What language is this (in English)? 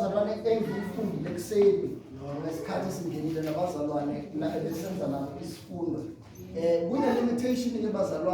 Zulu